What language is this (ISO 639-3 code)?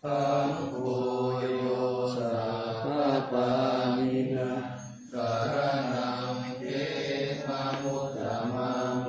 pli